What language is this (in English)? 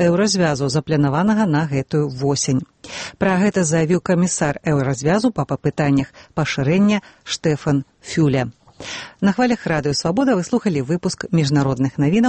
Belarusian